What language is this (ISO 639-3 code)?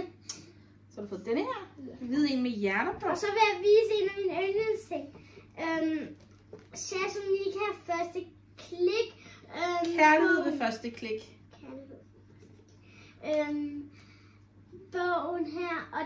dan